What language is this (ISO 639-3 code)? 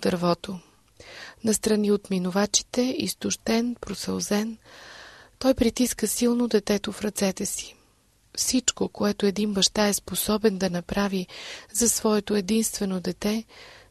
bul